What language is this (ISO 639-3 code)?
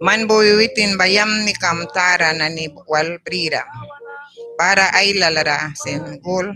miq